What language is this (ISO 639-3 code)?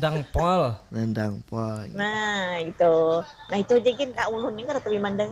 bjn